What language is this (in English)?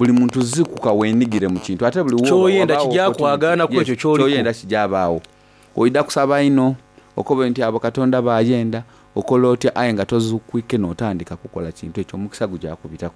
Soga